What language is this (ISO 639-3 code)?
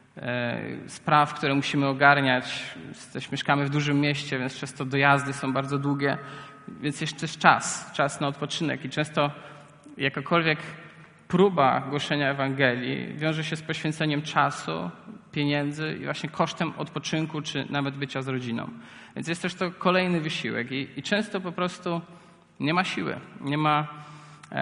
pol